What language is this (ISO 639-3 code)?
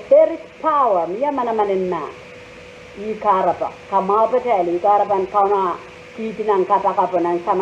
pon